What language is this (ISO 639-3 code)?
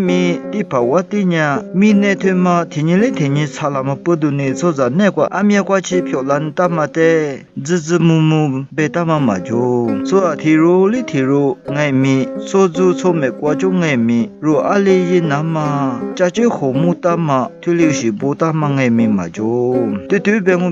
lis